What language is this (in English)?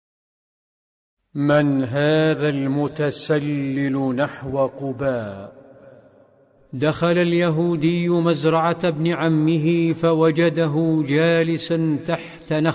Arabic